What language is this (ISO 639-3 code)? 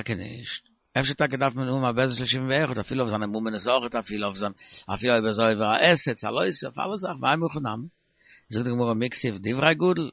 yid